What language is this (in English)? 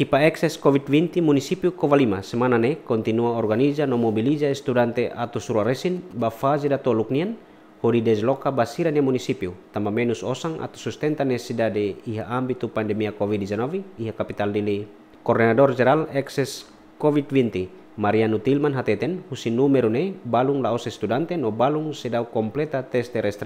Tetum